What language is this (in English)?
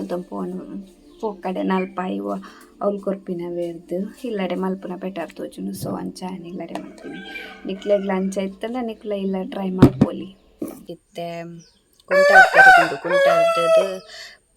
Tulu